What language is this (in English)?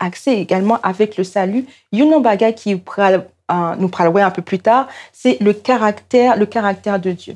Haitian Creole